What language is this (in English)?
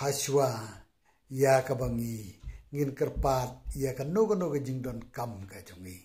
Khasi